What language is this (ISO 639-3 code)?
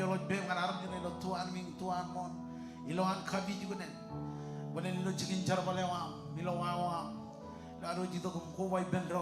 mah